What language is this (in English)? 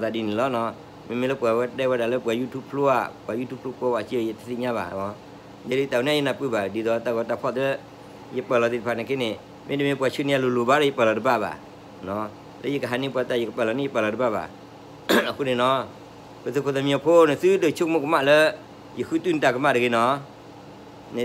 S'gaw Karen